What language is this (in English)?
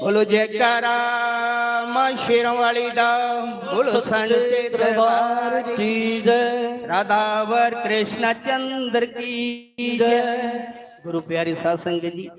Dogri